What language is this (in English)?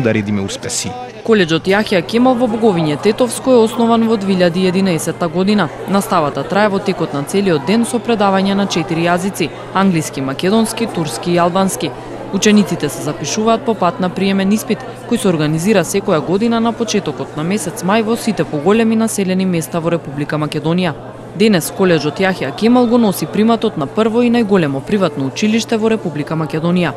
Macedonian